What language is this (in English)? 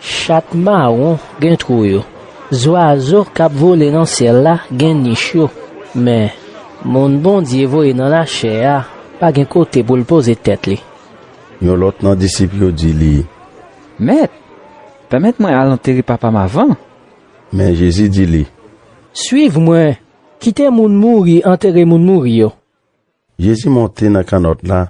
Haitian Creole